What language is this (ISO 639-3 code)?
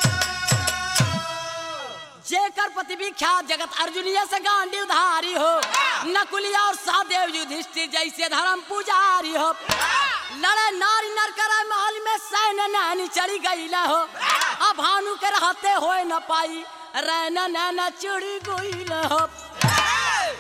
bho